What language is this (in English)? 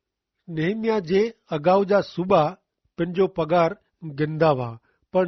Kachhi